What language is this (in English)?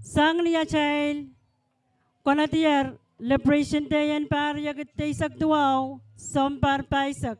Pohnpeian